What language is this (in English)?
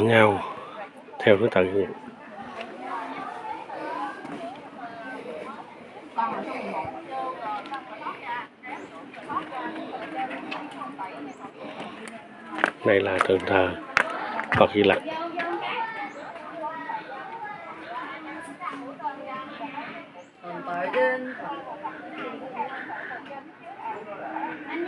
Vietnamese